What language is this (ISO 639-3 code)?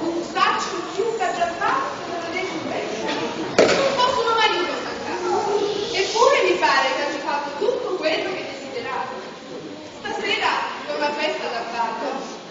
nap